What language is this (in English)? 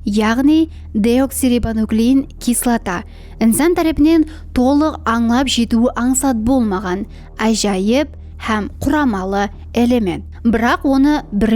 Kara-Kalpak